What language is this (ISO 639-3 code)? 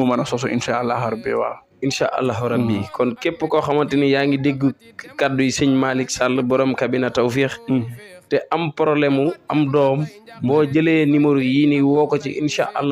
wol